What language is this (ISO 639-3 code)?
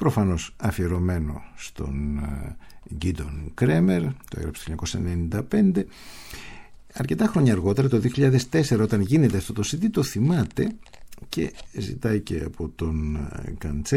ell